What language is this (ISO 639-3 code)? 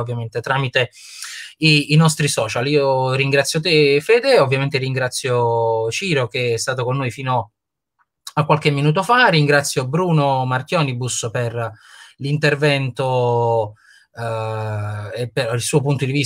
ita